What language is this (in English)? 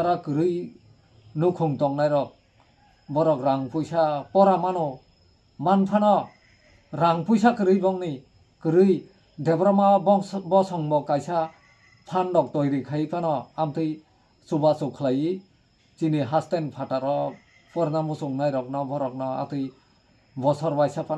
Kok Borok